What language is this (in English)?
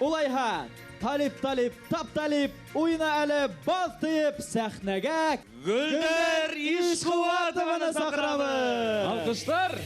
Bashkir